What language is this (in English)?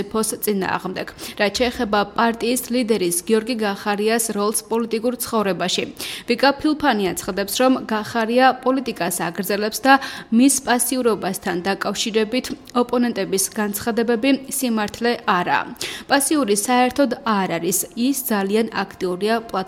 Georgian